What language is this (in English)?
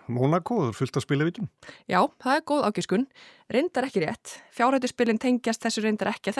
Icelandic